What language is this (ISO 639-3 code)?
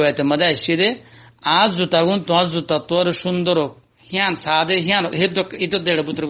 rhg